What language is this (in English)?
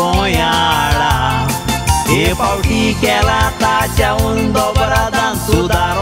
Konkani